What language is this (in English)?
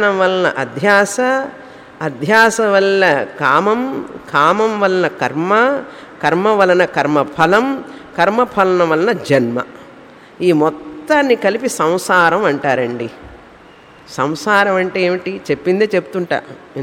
Telugu